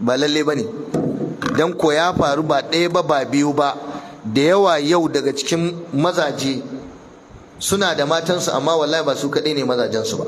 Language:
Hausa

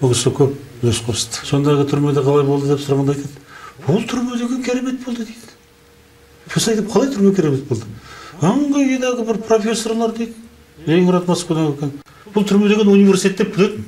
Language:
Kazakh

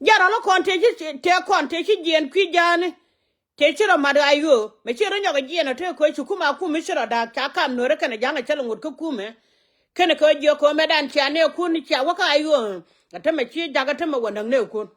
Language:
Nuer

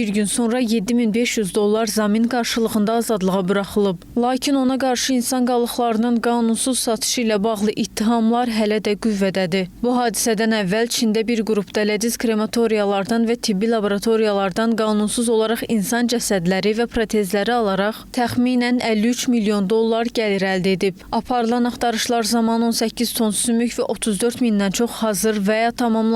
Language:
Azerbaijani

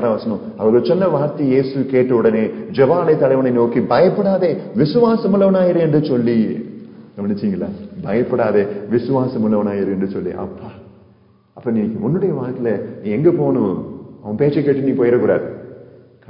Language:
Tamil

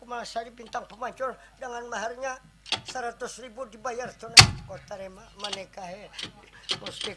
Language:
Banjar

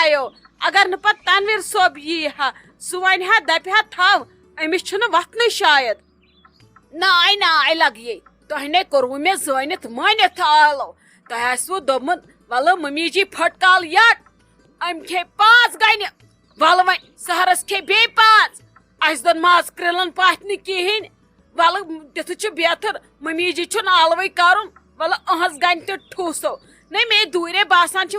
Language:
Kashmiri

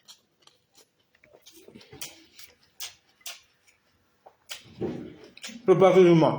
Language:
S'gaw Karen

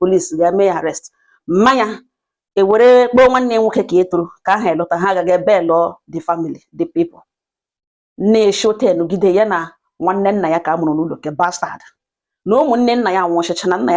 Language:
Igbo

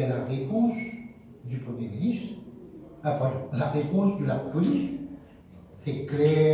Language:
Morisyen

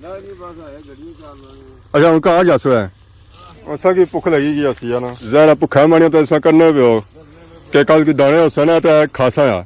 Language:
Pahari-Potwari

